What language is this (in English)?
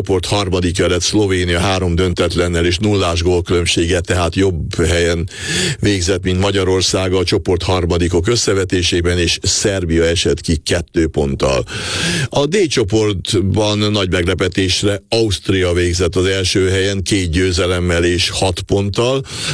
Hungarian